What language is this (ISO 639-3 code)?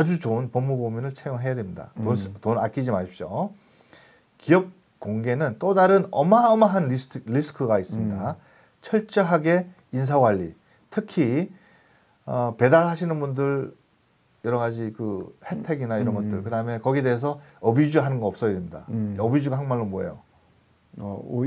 kor